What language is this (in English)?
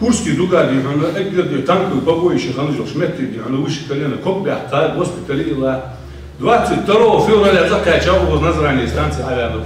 Ingush